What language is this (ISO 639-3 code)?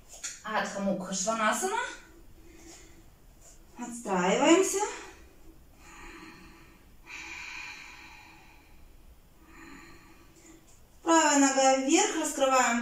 rus